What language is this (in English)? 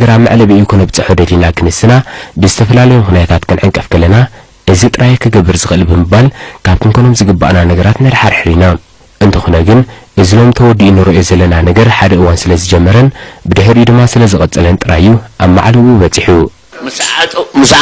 Tigrinya